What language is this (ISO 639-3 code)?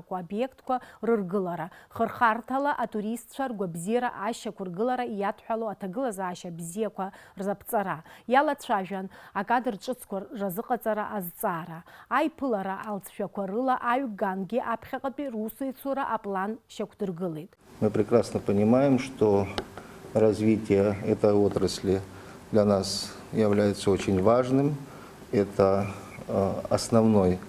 abk